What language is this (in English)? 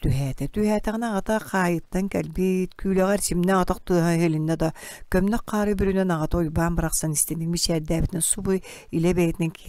Yakut